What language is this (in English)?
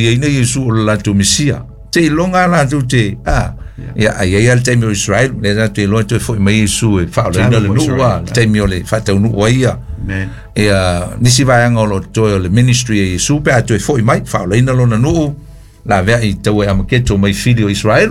Samoan